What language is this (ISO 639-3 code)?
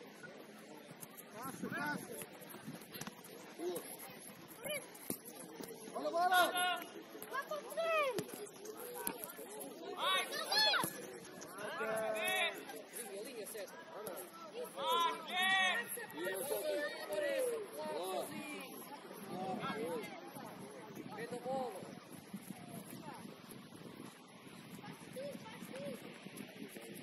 por